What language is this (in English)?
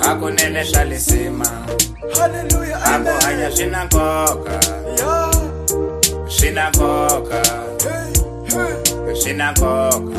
Tsonga